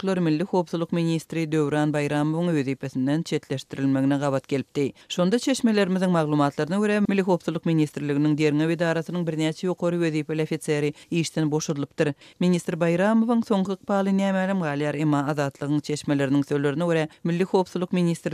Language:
Turkmen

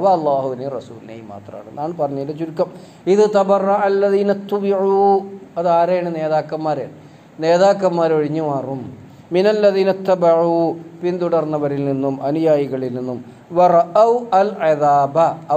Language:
Malayalam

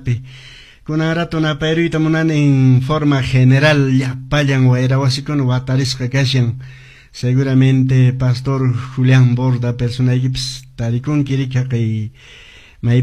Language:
Quechua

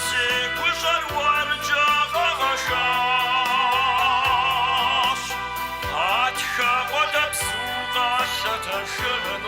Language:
Kabardian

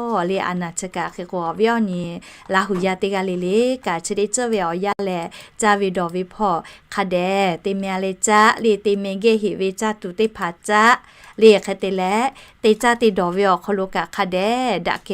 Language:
Lahu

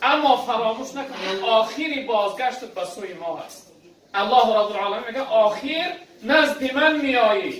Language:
Tajik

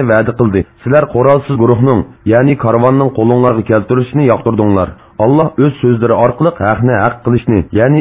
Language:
Uyghur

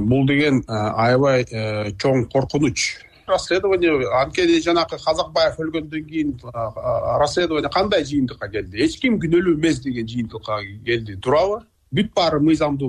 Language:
Kyrgyz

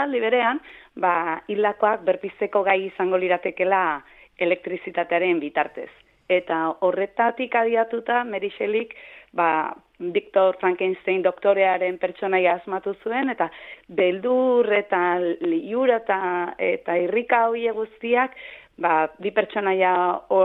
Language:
Basque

